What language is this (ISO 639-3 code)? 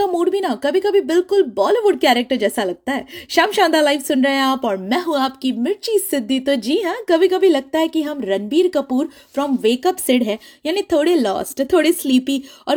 hin